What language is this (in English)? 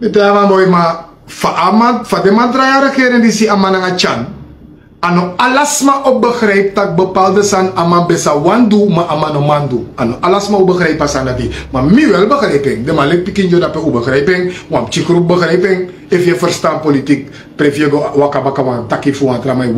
Sranan Tongo